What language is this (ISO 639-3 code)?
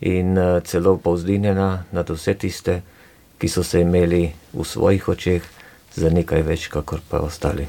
slv